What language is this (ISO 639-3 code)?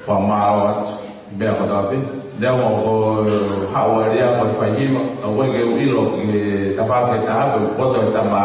ton